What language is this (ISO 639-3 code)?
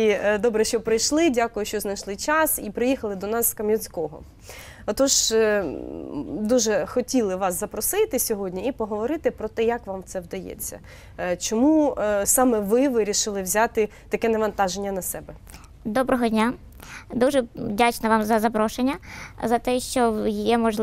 ukr